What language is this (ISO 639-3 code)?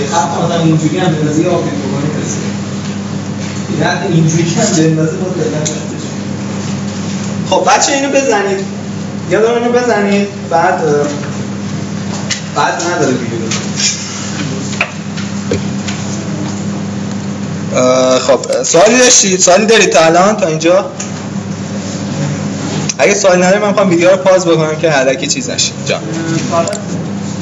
fas